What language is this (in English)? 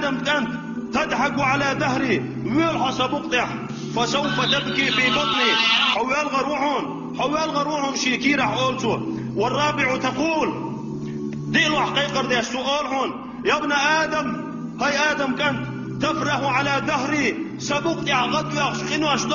Chechen